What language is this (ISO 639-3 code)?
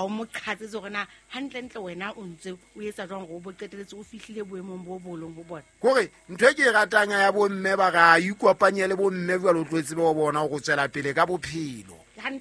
sot